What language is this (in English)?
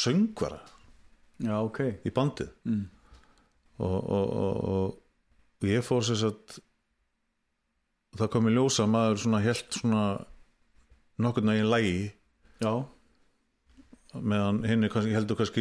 Icelandic